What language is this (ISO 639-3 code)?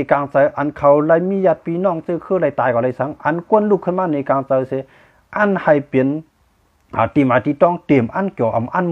shn